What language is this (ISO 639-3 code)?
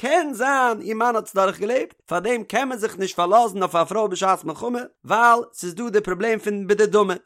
yid